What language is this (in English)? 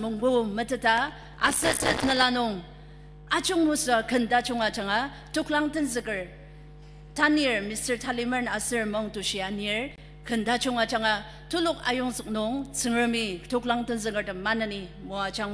Ao Naga